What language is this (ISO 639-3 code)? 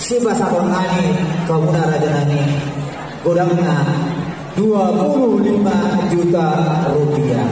bbc